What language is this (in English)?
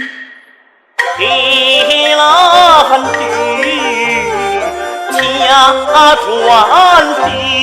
Pu-Xian Chinese